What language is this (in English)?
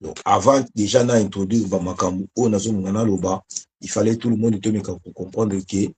Lingala